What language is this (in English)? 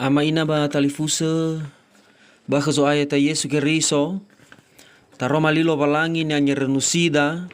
Nias